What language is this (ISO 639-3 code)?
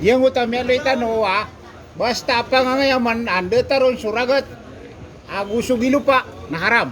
mrw